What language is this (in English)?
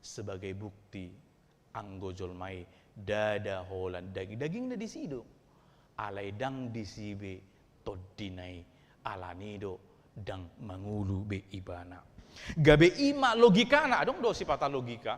Batak Toba